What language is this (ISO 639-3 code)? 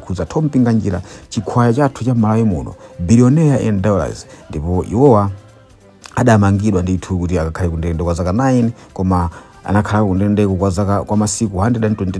nya